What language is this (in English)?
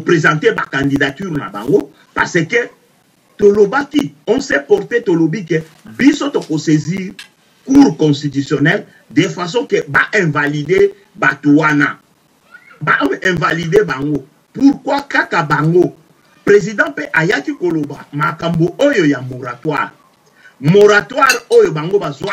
Lingala